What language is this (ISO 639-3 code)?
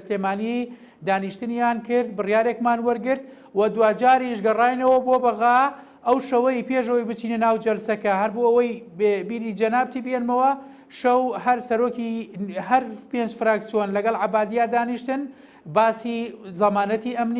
ckb